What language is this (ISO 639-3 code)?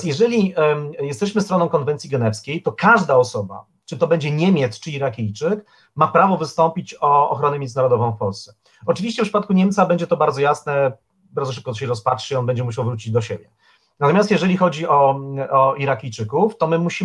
pol